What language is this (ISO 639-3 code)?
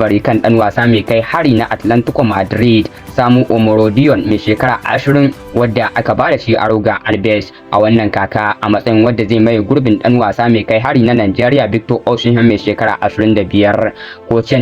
hau